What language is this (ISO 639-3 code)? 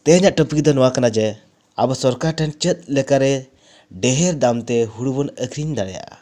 sat